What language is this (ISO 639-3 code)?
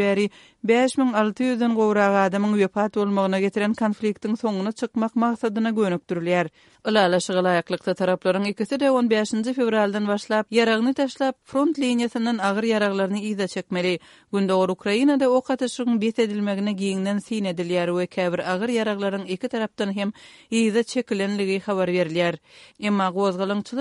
kir